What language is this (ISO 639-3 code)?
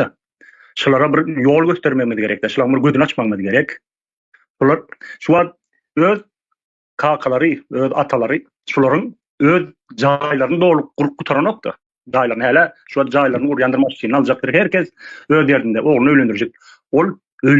tuk